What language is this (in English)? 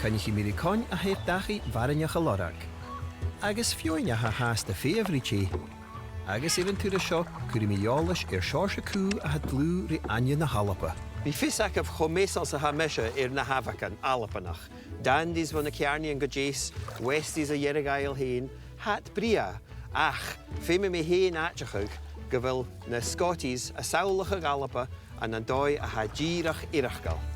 Scottish Gaelic